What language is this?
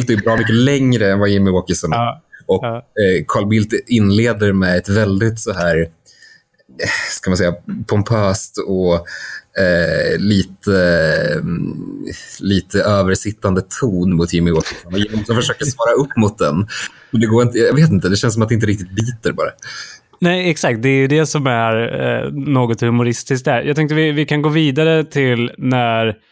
Swedish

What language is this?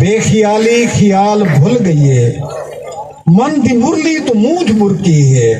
Saraiki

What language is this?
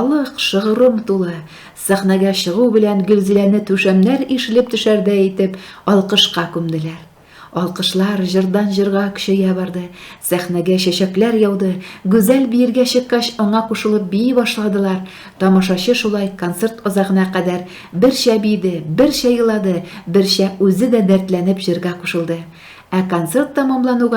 Tatar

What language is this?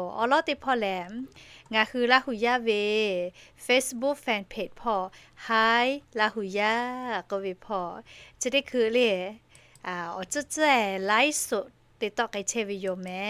Lahu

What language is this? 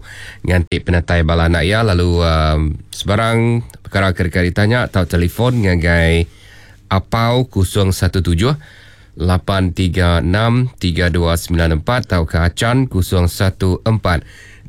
Iban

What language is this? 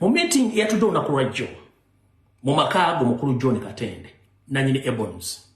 Ganda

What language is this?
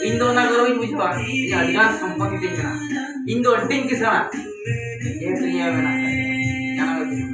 Santali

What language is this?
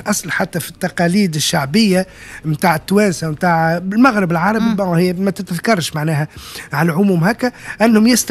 Tunisian Arabic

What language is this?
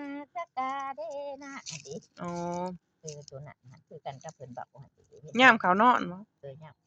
Lao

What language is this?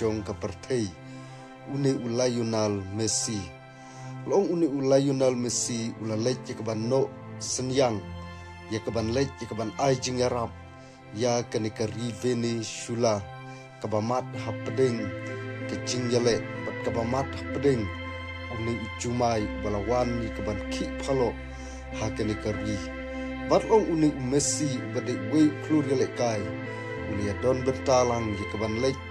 Khasi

